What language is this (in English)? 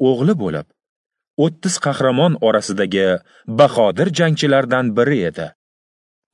Uzbek